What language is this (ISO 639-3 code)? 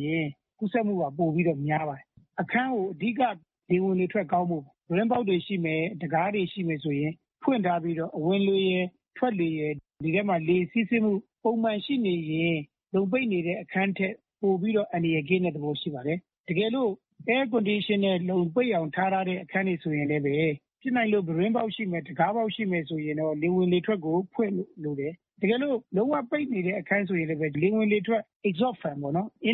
mya